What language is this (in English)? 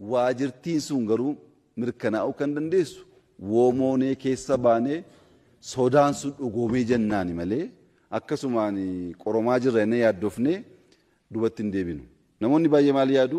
Oromo